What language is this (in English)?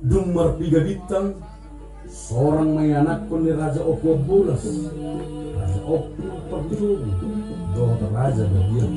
Batak Toba